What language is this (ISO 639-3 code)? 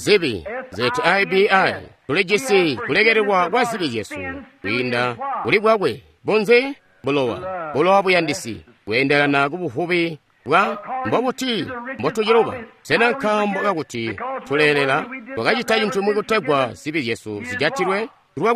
toi